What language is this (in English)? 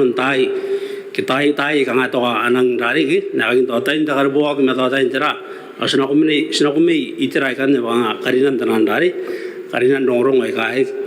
Gilbertese